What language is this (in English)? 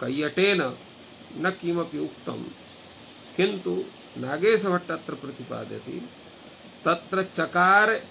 Sanskrit